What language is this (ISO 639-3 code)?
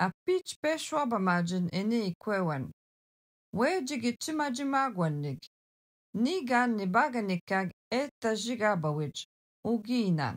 alq